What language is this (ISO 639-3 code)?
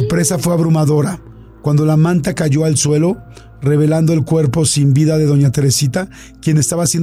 spa